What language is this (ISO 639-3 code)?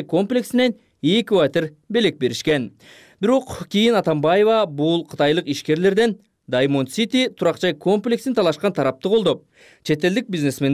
kir